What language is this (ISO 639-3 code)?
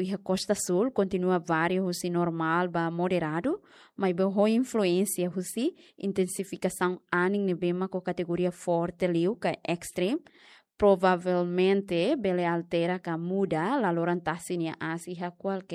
tet